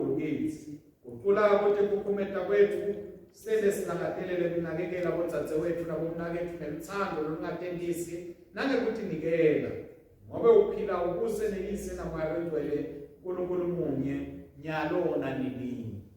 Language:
Swati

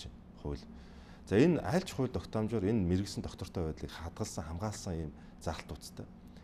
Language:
Mongolian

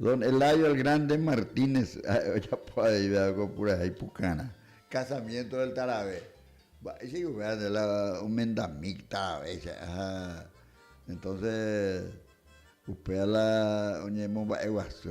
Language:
Guarani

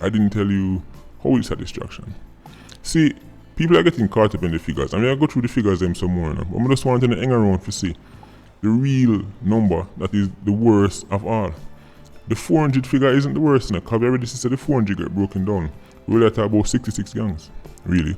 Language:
Jamaican Creole English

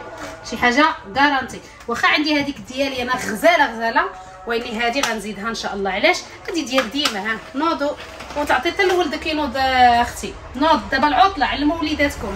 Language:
Moroccan Arabic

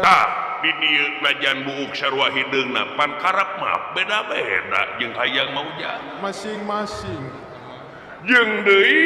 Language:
Sundanese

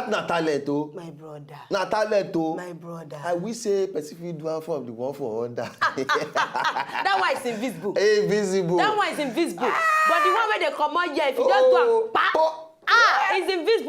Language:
Nigerian Pidgin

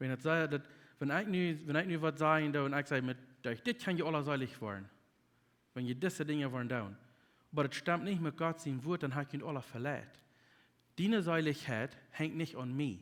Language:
Plautdietsch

